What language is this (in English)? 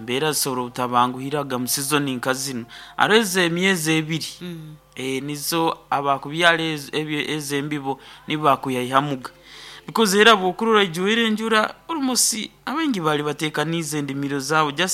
Nyoro